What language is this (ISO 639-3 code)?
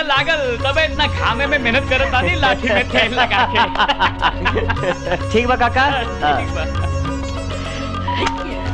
bho